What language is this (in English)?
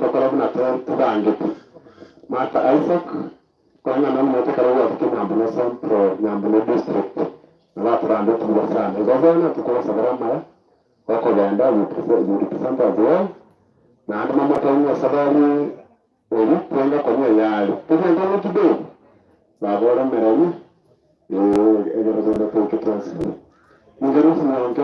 Gusii